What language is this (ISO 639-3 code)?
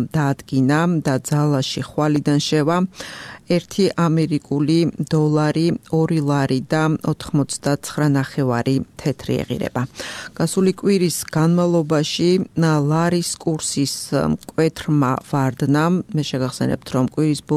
kat